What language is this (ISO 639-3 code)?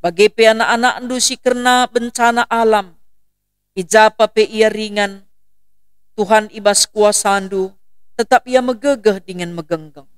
btx